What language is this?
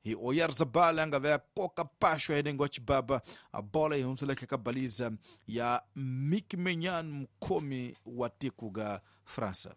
Tsonga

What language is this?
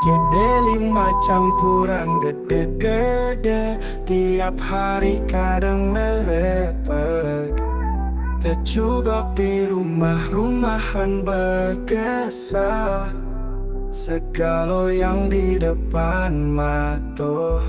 Musi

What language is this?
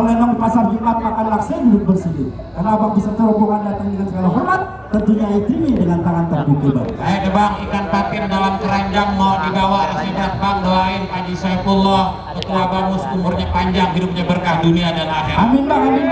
Betawi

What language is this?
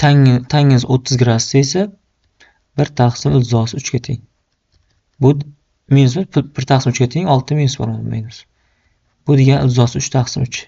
Uzbek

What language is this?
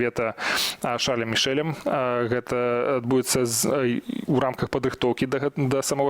Belarusian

